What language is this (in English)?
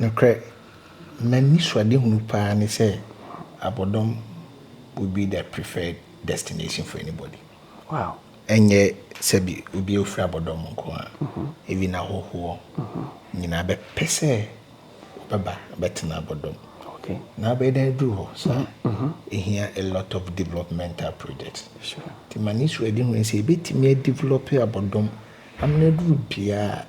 Akan